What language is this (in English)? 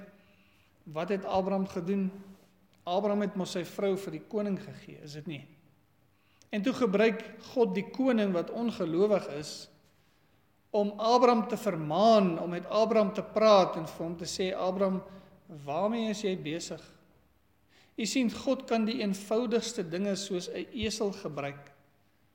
Afrikaans